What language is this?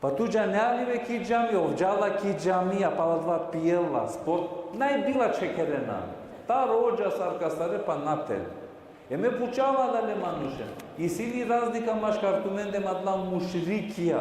Balkan Romani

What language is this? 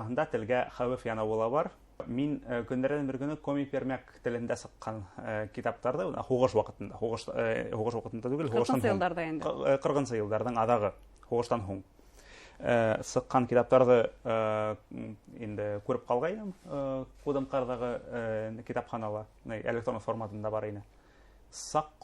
Bashkir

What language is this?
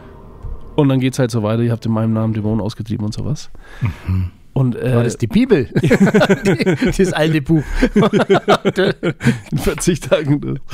German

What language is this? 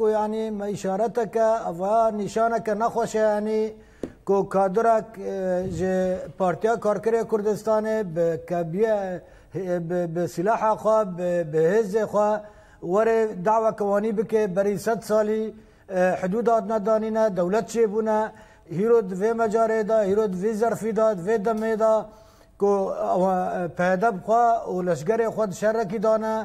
Kurdish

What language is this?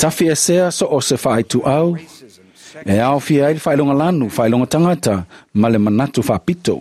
Samoan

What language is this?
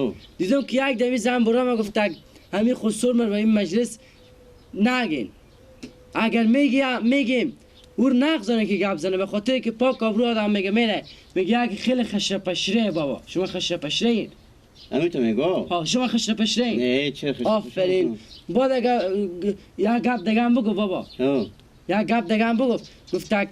Persian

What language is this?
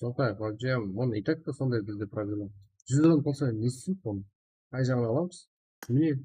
Kara-Kalpak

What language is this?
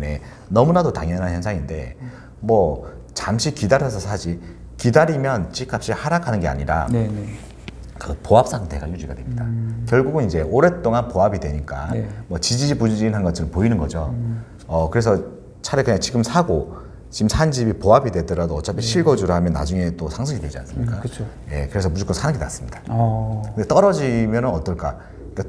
Korean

